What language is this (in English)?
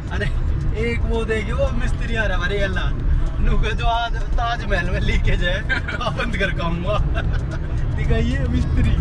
Haryanvi